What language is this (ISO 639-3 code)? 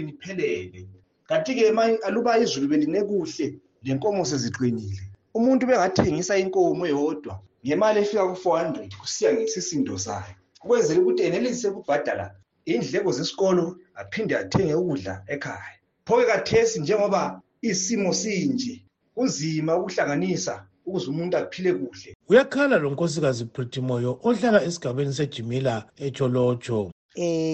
nde